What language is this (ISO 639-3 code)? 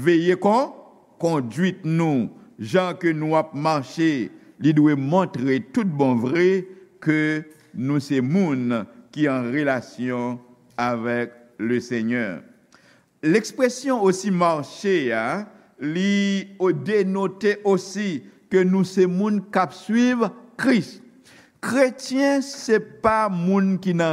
hat